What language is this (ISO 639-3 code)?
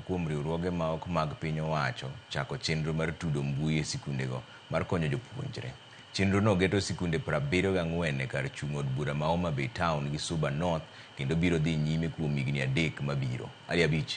luo